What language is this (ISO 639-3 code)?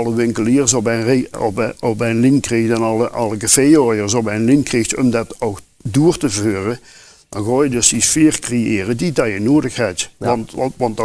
lim